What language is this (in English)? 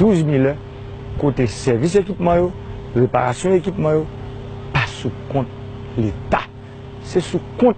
Haitian Creole